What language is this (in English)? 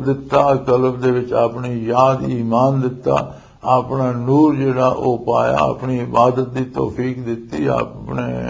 Western Panjabi